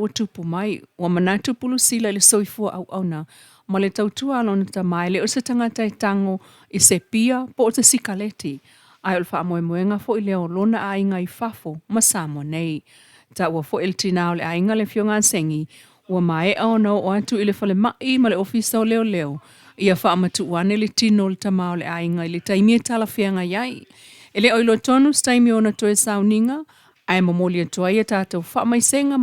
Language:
Samoan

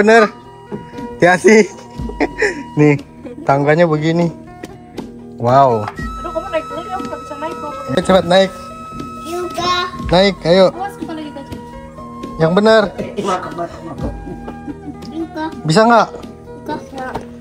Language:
Indonesian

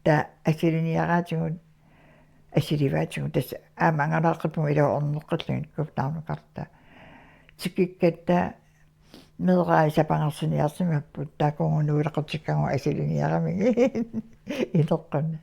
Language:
Kalaallisut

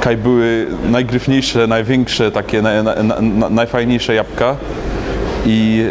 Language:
Silesian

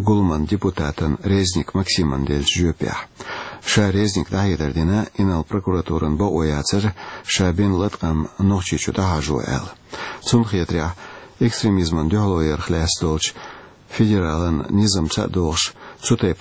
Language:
Chechen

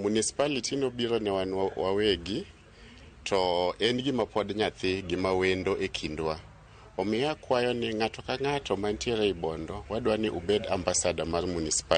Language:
Luo (Kenya and Tanzania)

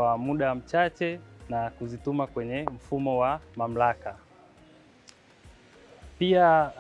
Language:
Swahili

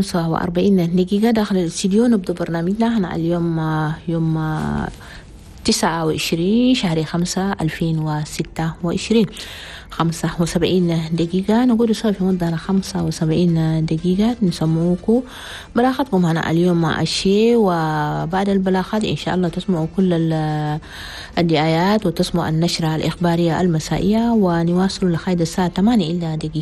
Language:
Chadian Arabic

